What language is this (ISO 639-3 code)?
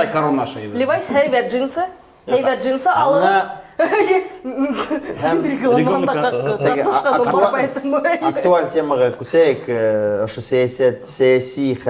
bak